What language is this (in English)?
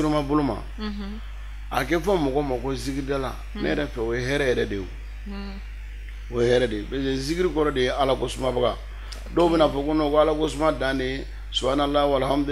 Bambara